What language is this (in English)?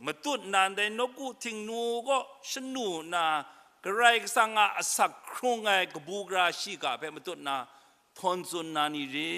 Kachin